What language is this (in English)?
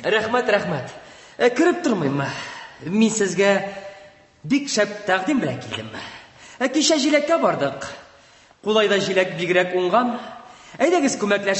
Tatar